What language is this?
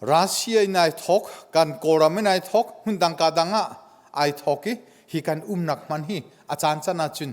Hakha Chin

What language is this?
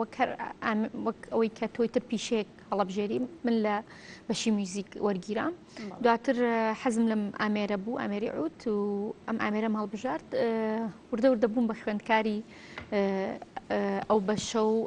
Central Kurdish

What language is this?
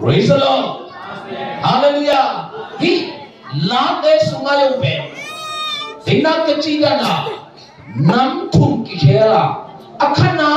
Tedim Chin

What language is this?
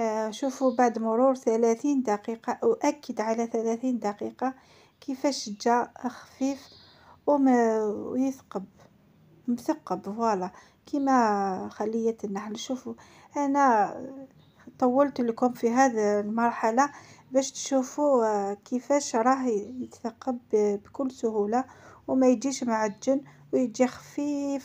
Algerian Arabic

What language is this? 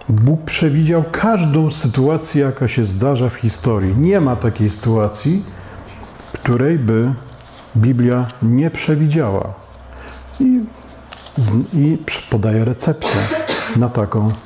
Polish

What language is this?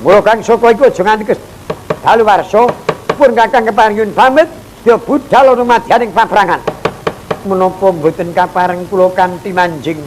Javanese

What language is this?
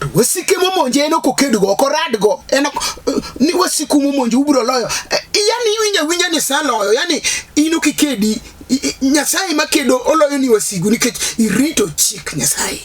Luo (Kenya and Tanzania)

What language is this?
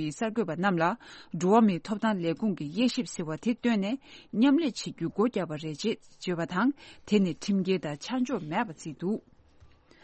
Tibetan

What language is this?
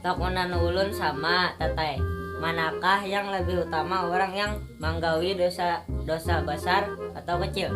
Banjar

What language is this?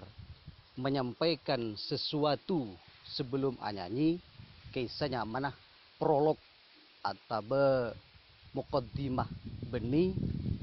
Madurese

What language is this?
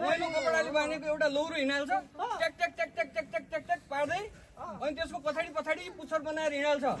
Nepali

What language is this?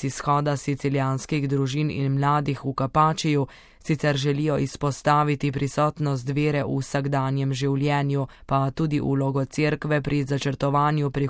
Slovenian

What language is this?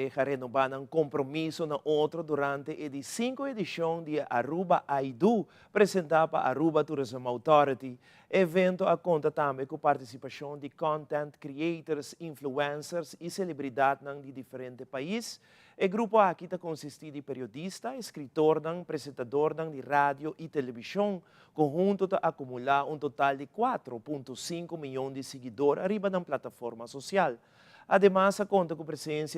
Papiamento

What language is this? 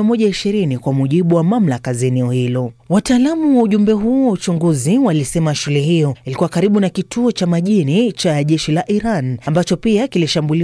Swahili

